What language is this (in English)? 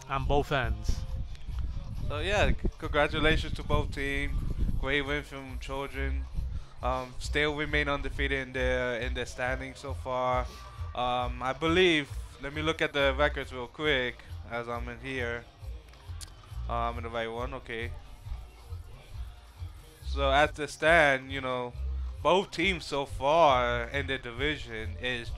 English